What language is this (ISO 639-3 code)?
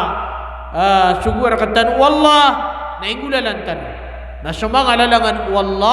mrw